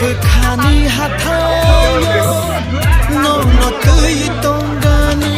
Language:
Kok Borok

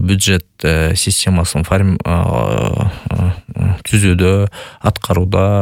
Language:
Kyrgyz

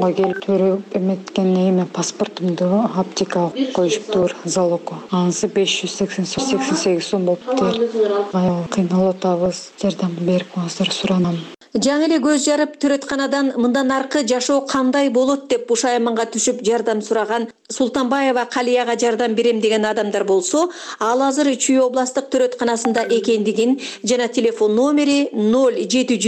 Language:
Kyrgyz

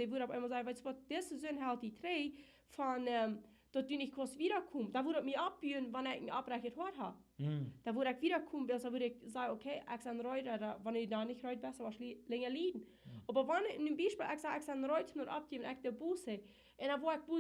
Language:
Plautdietsch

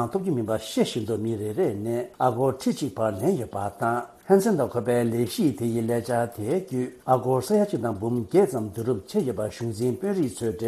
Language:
Tibetan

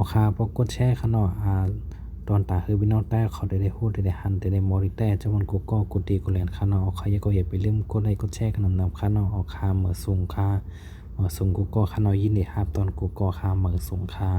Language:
Shan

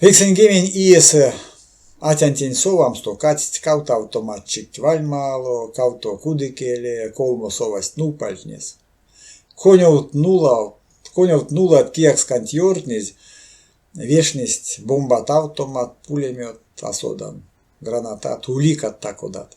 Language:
Erzya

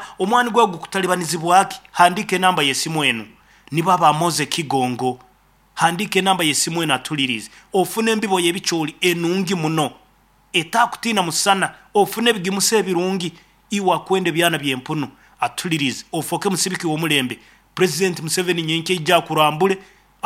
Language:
Nyoro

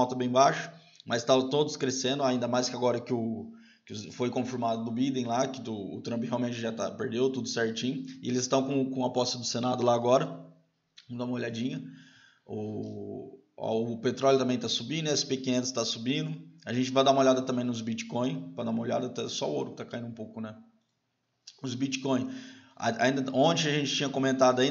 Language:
Portuguese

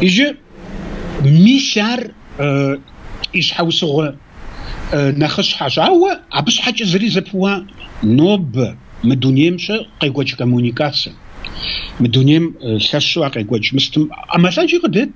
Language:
Kabardian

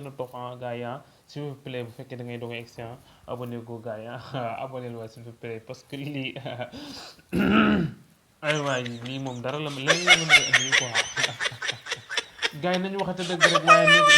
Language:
Wolof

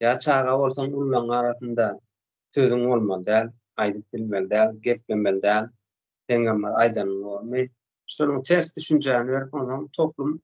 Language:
Turkmen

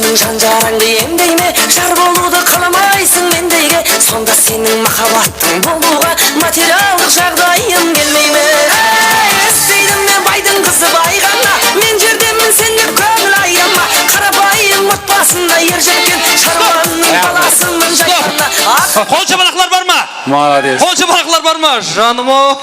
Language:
Kara-Kalpak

